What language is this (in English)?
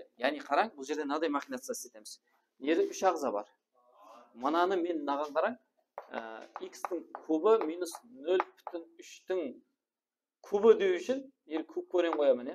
Kara-Kalpak